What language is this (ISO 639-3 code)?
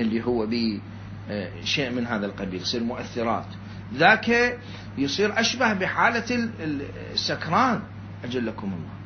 acm